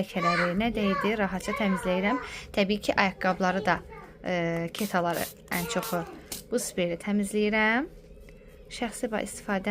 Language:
Azerbaijani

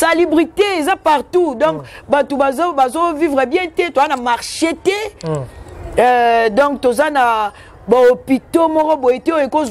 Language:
Lingala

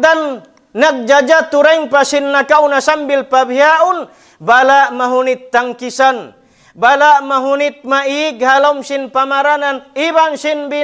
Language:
Tausug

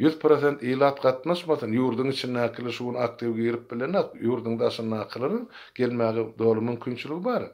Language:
Turkmen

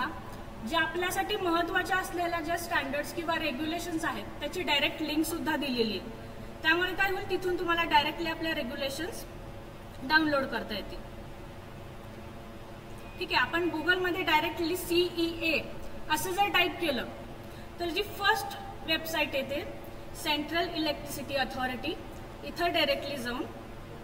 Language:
Marathi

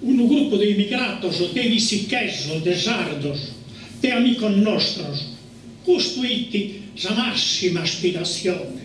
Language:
Sardinian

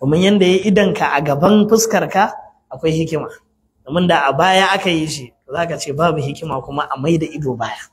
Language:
Hausa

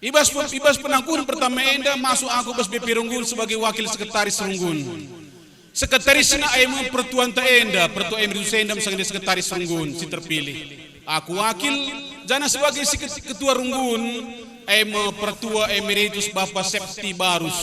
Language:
Batak Karo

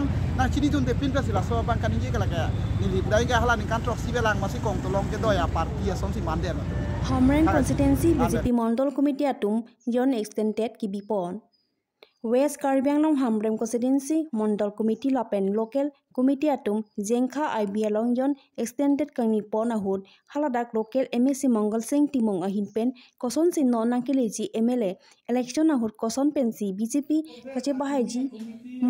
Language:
Karbi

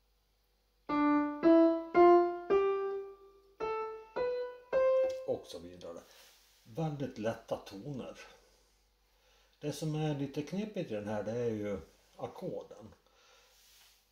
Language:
Swedish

